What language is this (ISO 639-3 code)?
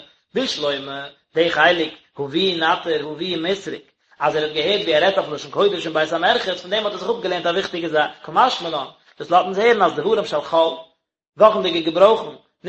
yid